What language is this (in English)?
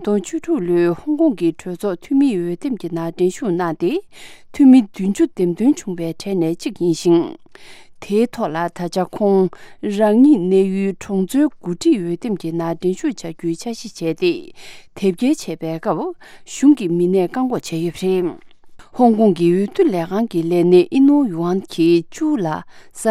Tibetan